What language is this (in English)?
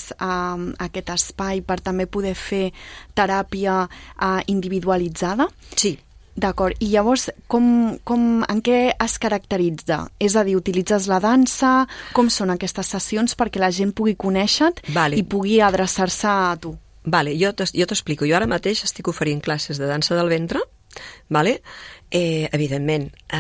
Catalan